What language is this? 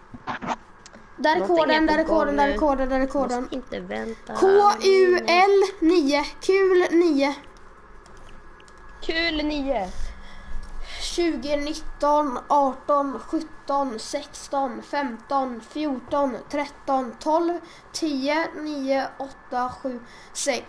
Swedish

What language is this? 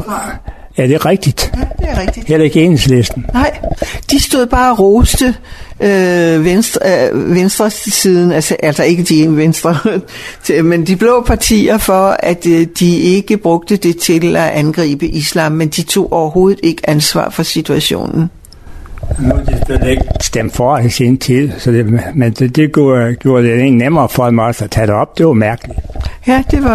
Danish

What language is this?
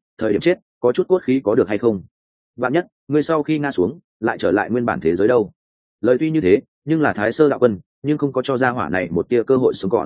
Vietnamese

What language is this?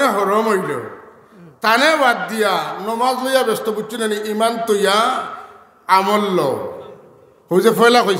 Sylheti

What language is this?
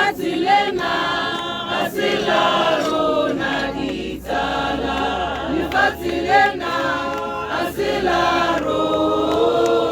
Tswana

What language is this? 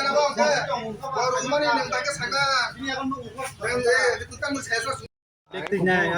Kok Borok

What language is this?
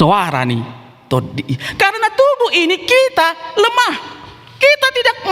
Batak Toba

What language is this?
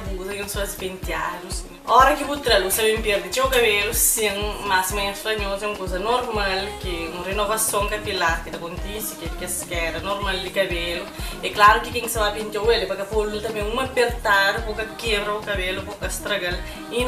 Kabuverdianu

